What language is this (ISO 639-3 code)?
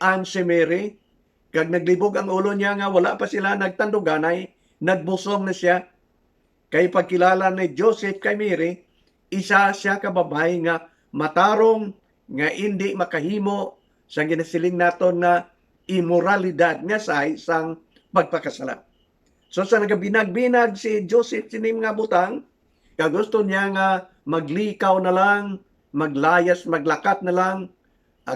hil